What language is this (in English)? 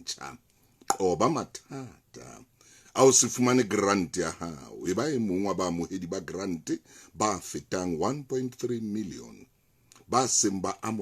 Southern Sotho